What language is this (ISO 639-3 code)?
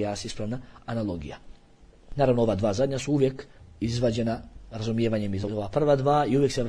bos